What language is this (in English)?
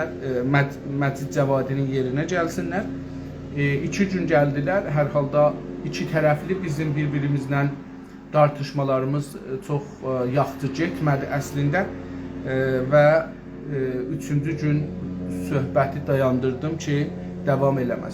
South Azerbaijani